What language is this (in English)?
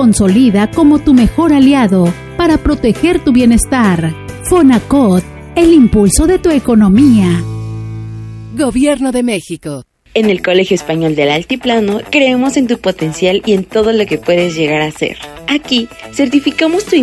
Spanish